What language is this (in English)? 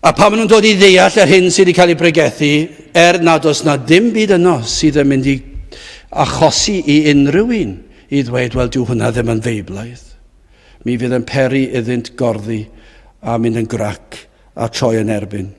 Welsh